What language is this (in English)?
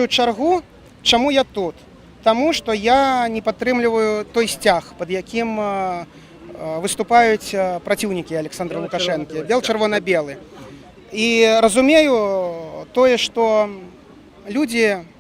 Belarusian